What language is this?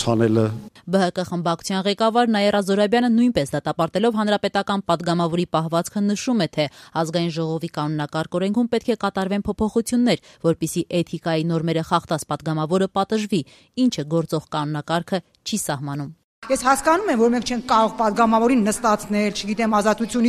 Armenian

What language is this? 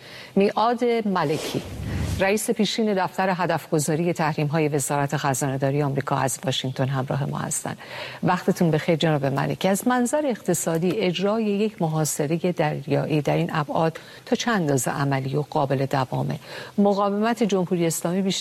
Persian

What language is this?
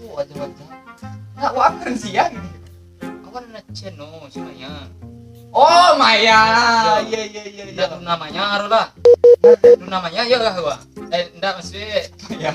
Minangkabau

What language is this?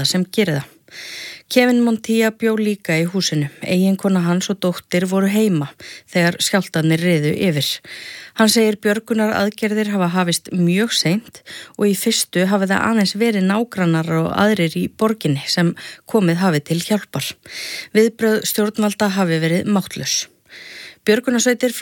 Icelandic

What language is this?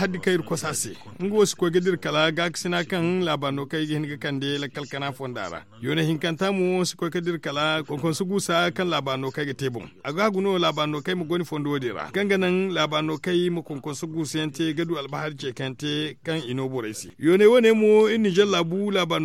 Zarma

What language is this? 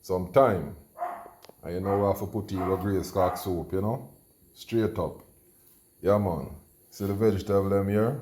Jamaican Creole English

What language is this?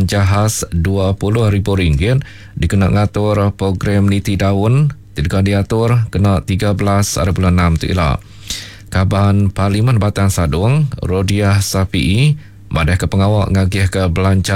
Iban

